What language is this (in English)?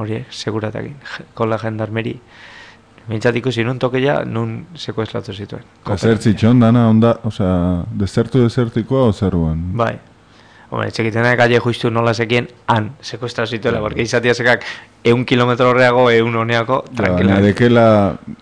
Basque